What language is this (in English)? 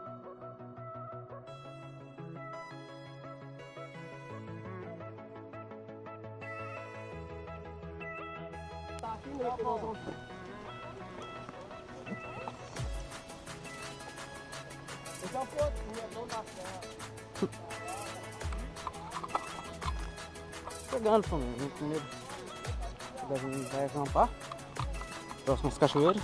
Portuguese